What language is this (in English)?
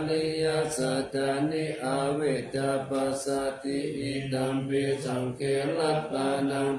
Pali